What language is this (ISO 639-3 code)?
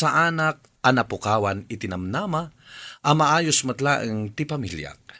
ilo